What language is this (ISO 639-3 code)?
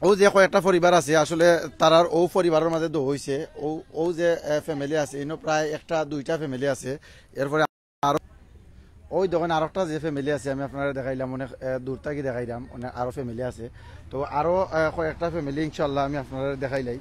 syl